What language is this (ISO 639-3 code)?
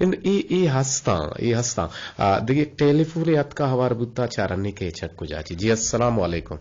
bgp